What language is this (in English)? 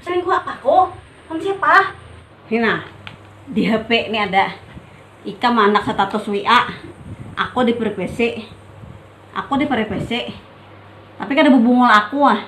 Banjar